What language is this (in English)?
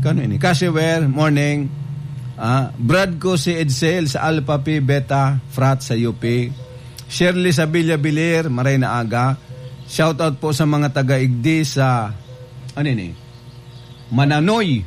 Bikol